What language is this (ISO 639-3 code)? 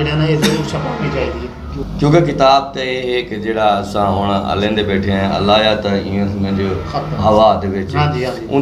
skr